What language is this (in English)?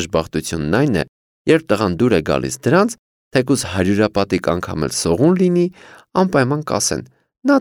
Armenian